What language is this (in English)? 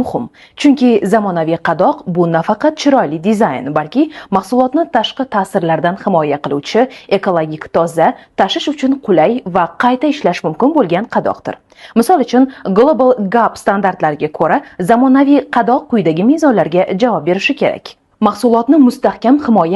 Uzbek